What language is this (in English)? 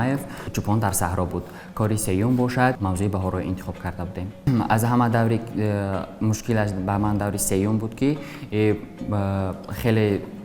Tajik